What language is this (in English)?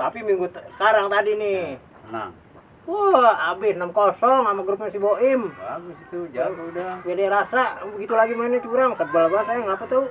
Betawi